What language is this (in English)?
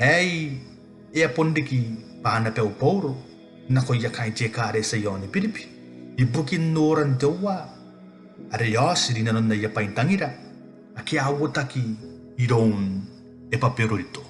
Gilbertese